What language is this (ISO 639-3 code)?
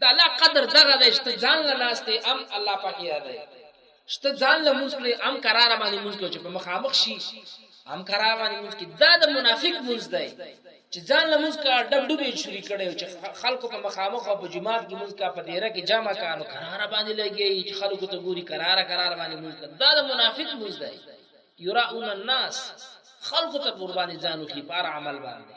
pus